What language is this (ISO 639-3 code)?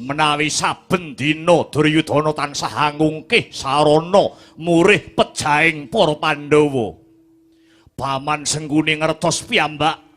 jav